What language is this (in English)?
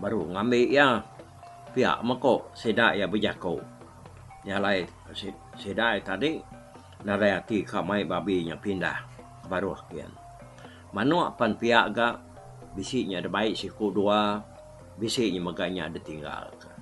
Iban